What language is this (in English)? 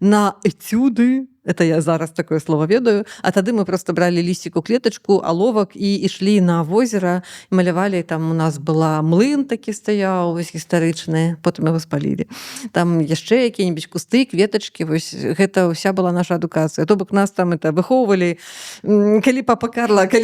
Belarusian